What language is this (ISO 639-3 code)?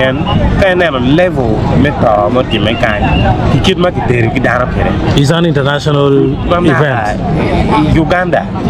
ach